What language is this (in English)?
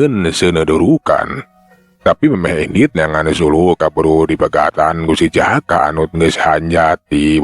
Sundanese